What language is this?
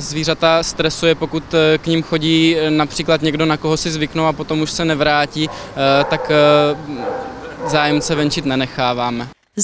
Czech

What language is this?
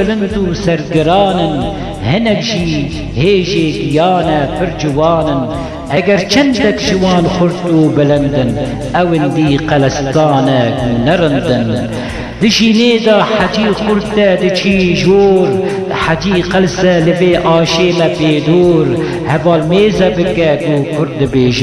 Kurdish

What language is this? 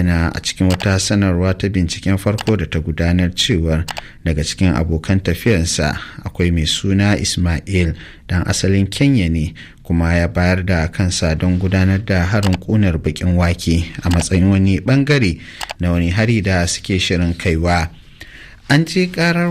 Hausa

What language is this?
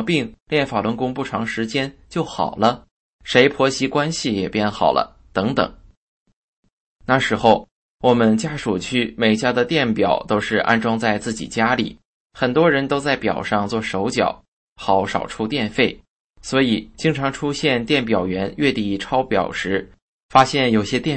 Chinese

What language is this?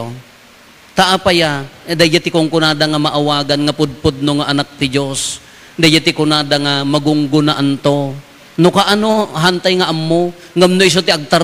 Iloko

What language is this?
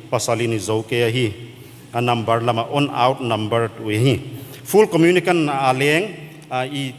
Paite Chin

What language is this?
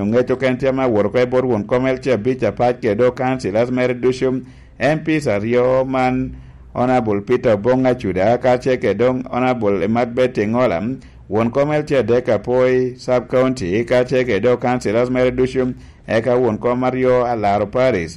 Lango (Uganda)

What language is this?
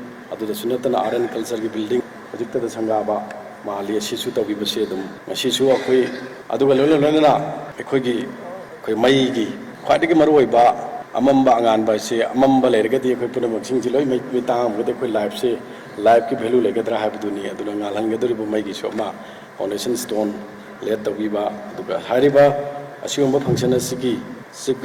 Manipuri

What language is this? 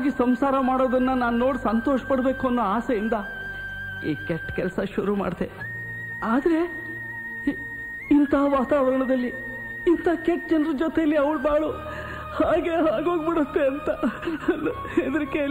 Kannada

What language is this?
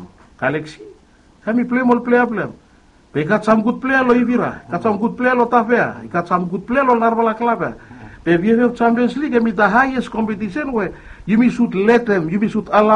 Bislama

